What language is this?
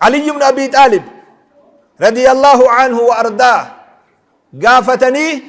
Oromo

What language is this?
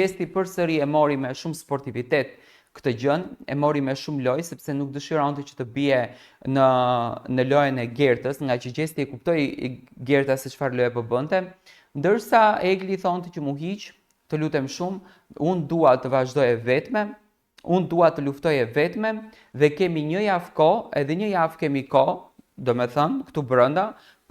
Albanian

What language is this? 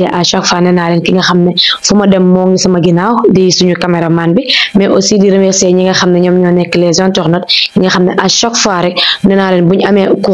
Wolof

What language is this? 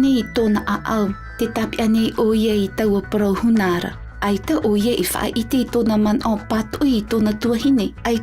Tahitian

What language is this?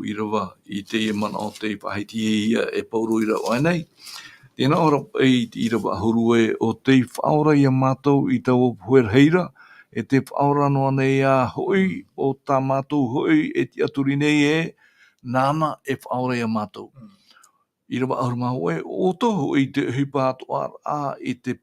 Tahitian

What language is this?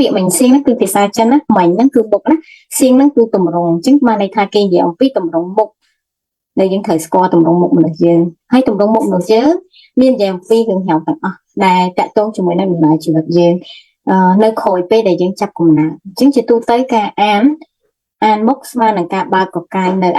Khmer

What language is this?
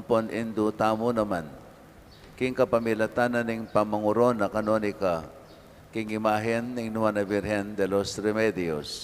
Pampanga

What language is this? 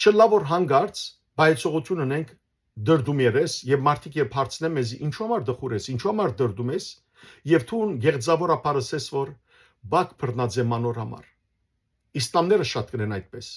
Western Armenian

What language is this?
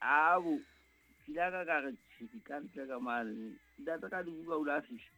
Southern Sotho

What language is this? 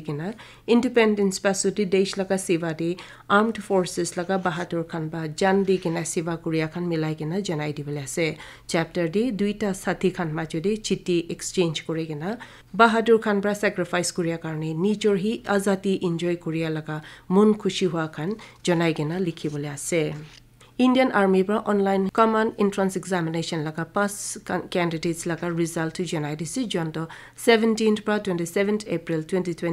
Naga Pidgin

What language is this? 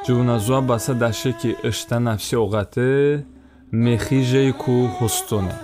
Talysh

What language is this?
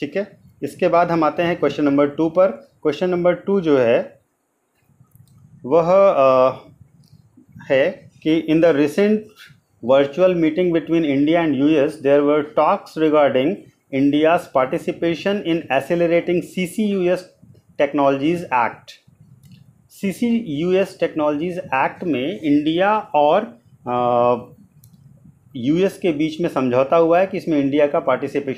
Hindi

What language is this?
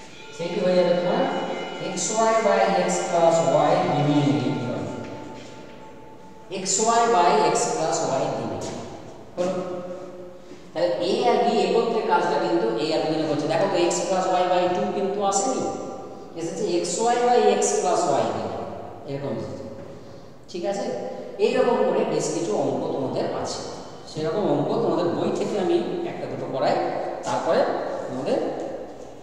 Bangla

